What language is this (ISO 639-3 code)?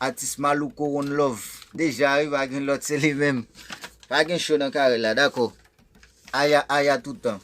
hat